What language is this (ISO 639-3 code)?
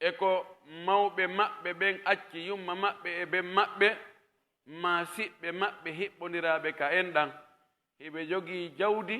fuf